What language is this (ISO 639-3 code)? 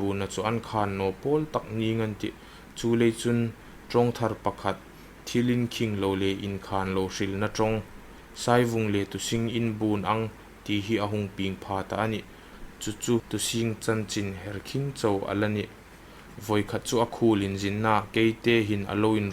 hmr